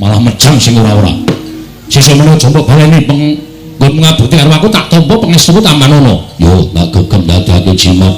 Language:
Javanese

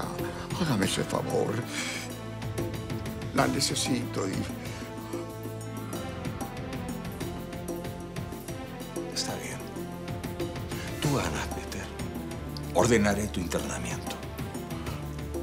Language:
Spanish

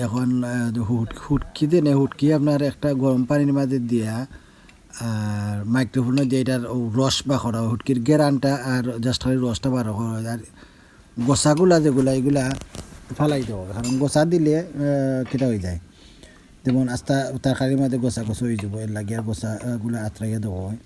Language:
Sylheti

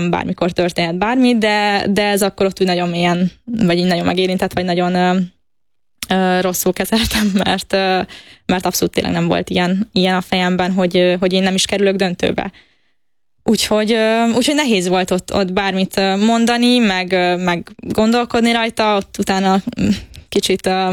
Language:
Hungarian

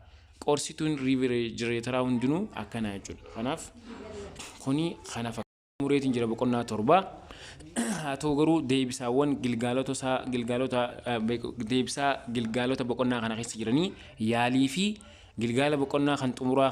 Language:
Oromo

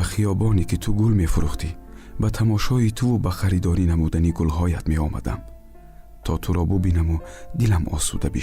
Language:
Tajik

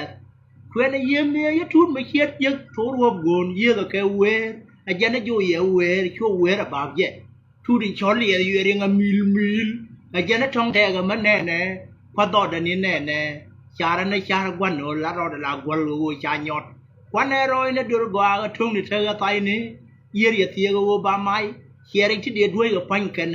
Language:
Nuer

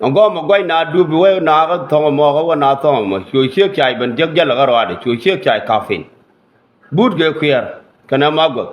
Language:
Nuer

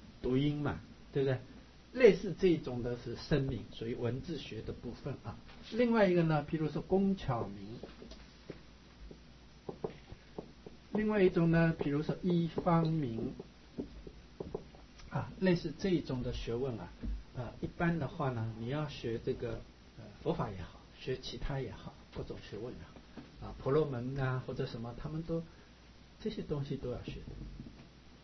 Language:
Chinese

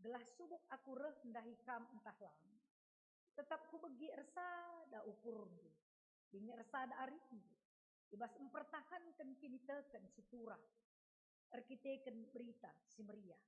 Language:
Batak Karo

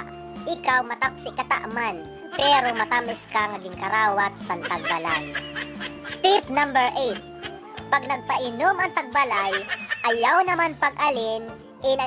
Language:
Waray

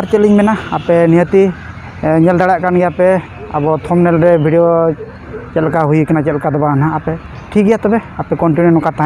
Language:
Santali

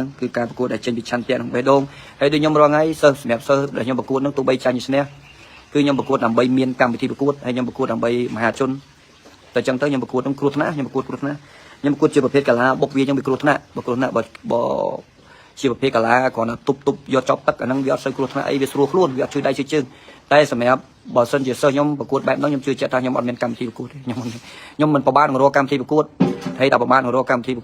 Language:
Khmer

